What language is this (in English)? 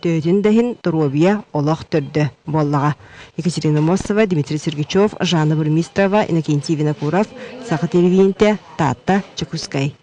Yakut